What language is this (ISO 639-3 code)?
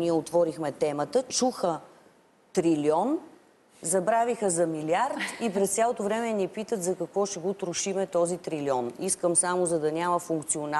bul